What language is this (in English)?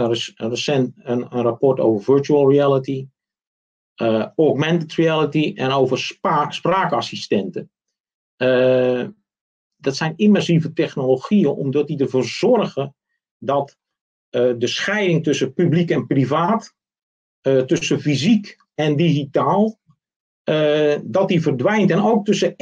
Dutch